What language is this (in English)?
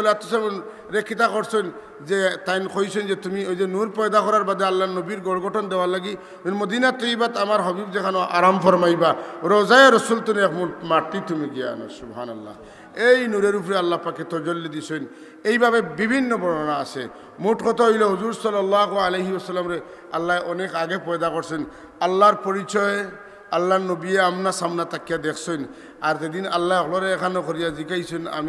Sylheti